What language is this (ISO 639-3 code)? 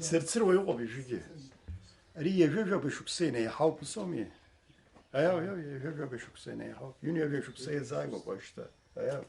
abk